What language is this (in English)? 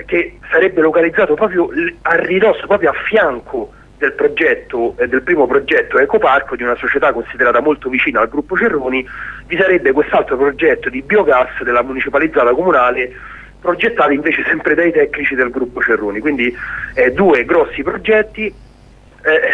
Italian